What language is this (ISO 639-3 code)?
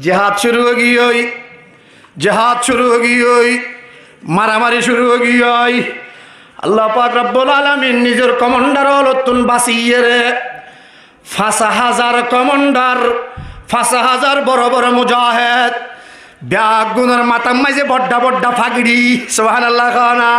rhg